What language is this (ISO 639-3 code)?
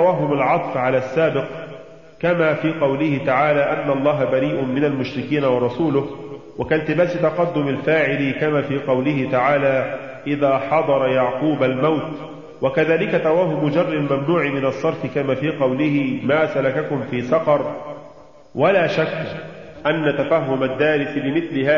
ara